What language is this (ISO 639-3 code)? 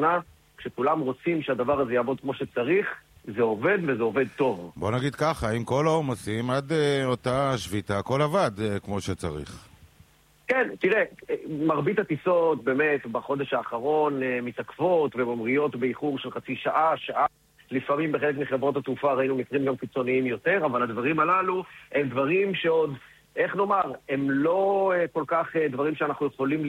heb